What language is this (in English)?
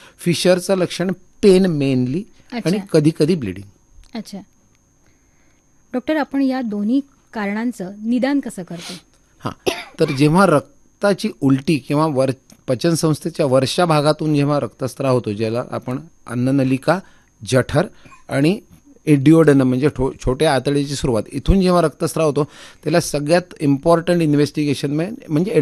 Marathi